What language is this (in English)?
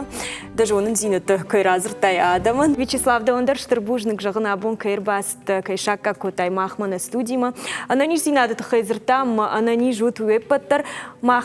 Ossetic